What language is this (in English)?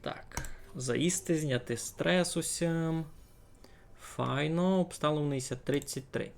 Rusyn